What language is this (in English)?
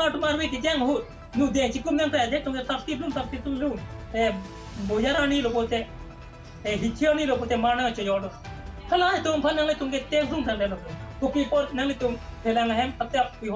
Karbi